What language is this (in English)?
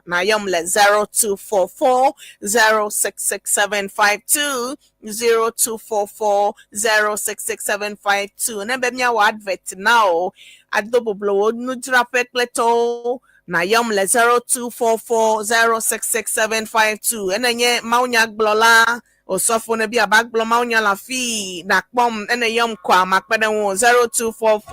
Ewe